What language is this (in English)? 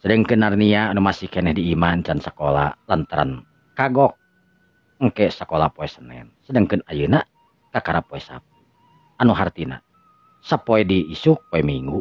Sundanese